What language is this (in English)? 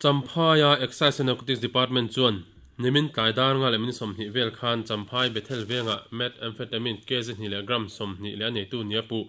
Mizo